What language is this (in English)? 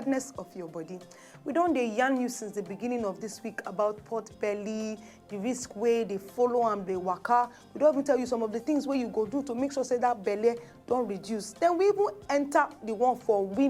Nigerian Pidgin